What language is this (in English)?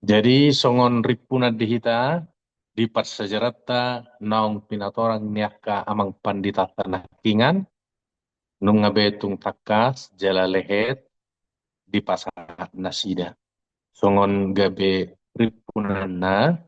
Batak Toba